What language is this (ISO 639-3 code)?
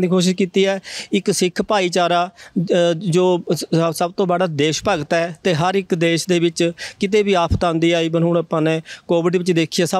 pan